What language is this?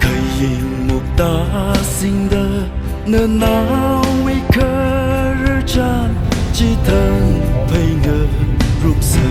Tangkhul Naga (India)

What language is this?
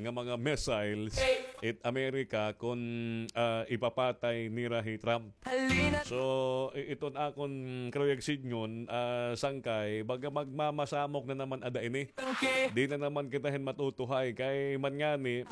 Waray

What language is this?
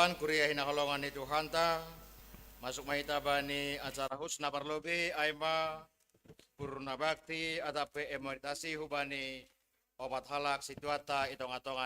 Batak Simalungun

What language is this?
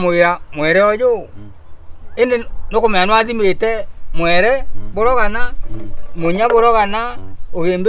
Meru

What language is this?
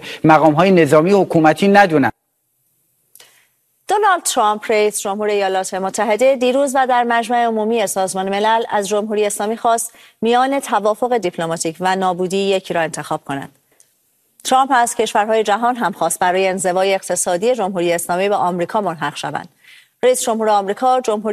Persian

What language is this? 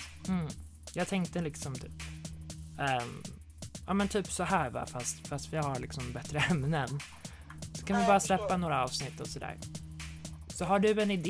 Swedish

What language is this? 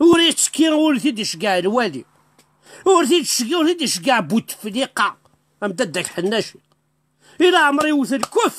Kabyle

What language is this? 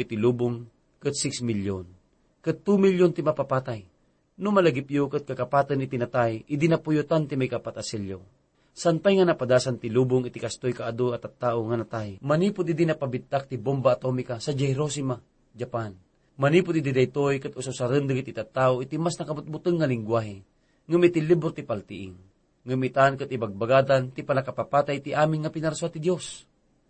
Iloko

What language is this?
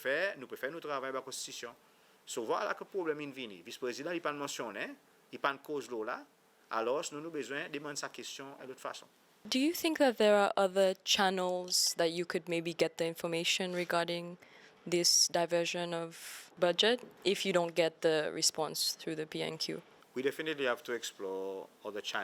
Seselwa Creole French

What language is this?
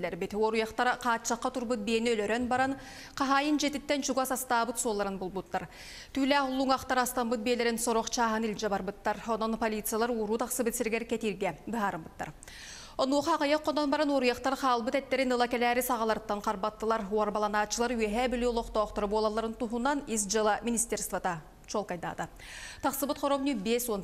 Yakut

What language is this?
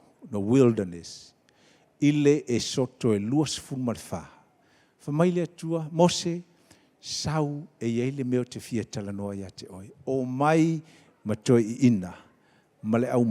Samoan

